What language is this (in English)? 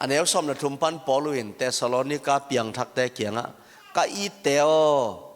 Tedim Chin